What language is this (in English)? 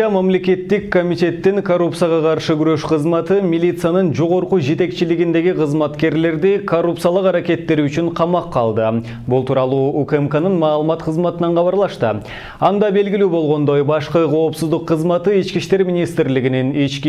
Kyrgyz